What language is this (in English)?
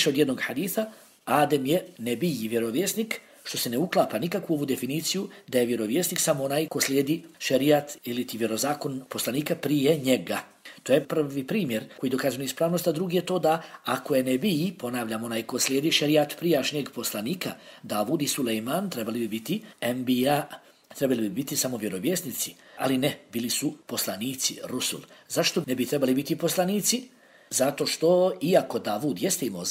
Bosnian